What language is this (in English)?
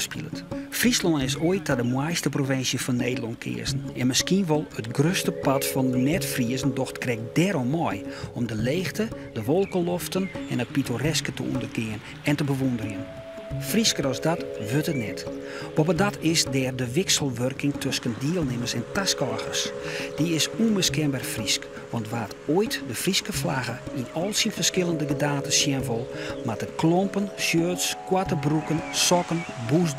Western Frisian